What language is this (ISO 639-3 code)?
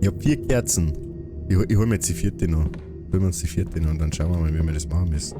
bar